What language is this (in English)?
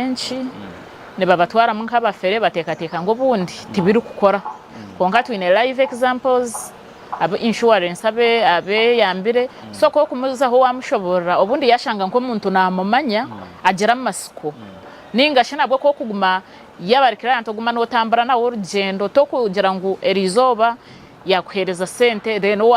Nyankole